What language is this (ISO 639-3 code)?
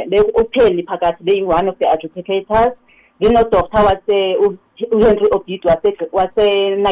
nbl